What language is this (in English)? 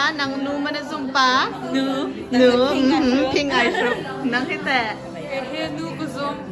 Hakha Chin